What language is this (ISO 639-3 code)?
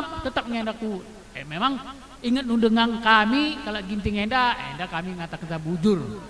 btx